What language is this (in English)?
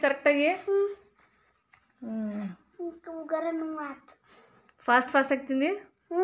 Kannada